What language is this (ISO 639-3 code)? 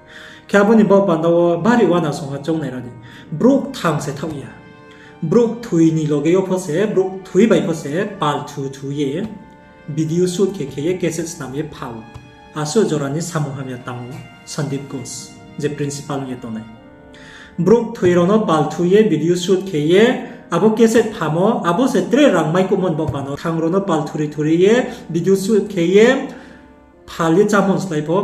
ria